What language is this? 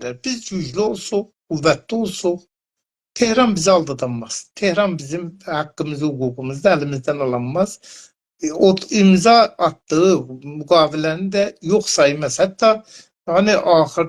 South Azerbaijani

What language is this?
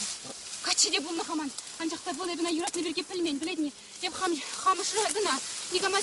Chuvash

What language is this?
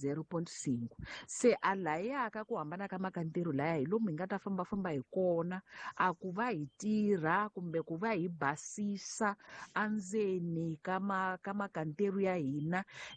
Tsonga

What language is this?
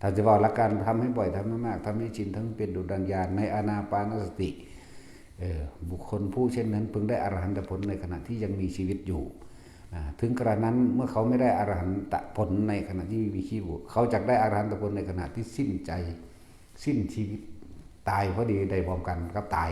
Northeastern Thai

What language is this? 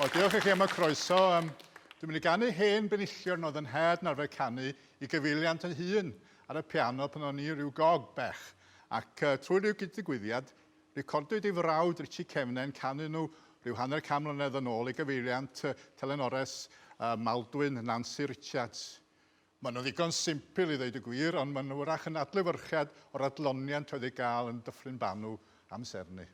Welsh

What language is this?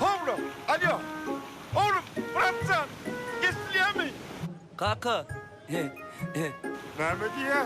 Turkmen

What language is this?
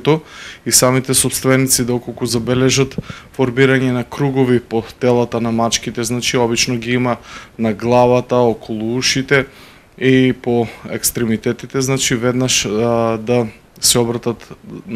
Macedonian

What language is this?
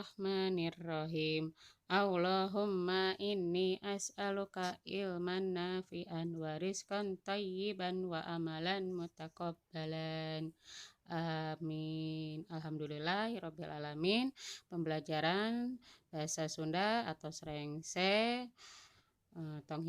Sundanese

